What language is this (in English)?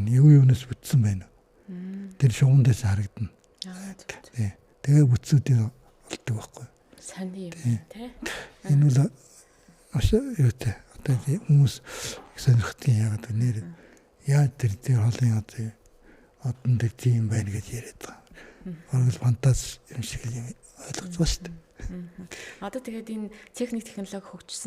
Mongolian